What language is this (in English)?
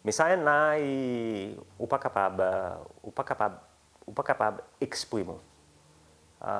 Seselwa Creole French